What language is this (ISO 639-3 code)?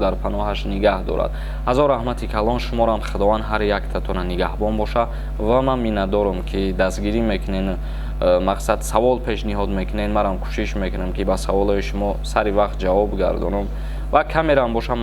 tgk